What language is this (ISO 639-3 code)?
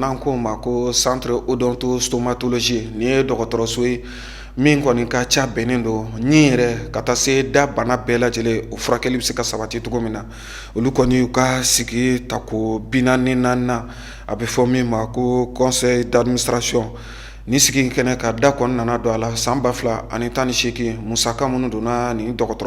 bam